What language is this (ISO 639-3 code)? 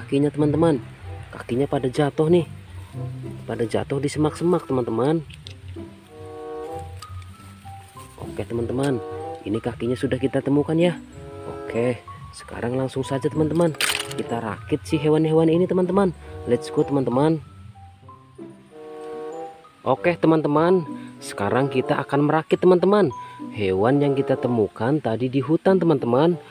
ind